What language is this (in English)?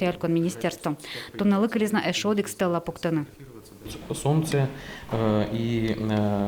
Udmurt